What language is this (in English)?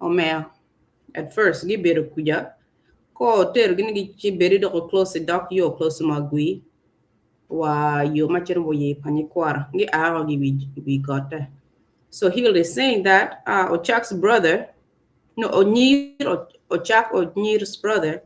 Acoli